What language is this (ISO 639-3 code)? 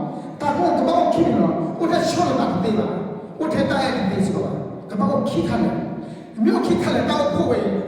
ksw